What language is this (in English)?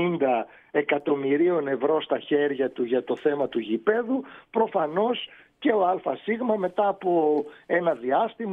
Greek